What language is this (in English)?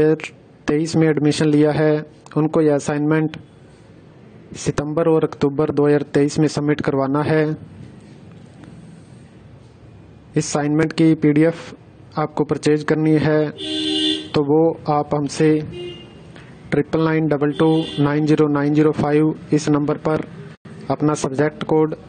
Hindi